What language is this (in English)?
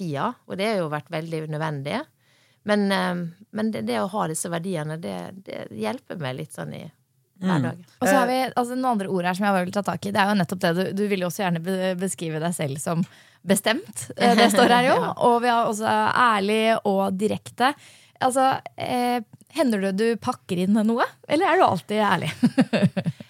Norwegian